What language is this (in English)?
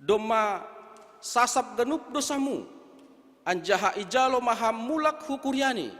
Batak Simalungun